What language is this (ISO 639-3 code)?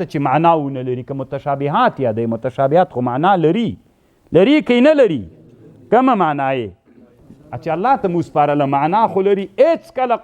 pus